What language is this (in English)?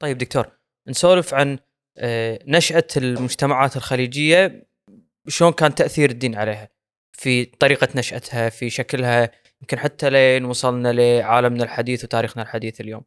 Gulf Arabic